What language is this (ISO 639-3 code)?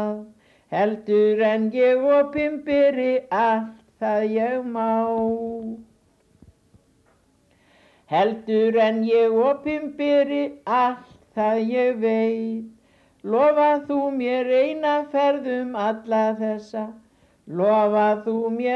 isl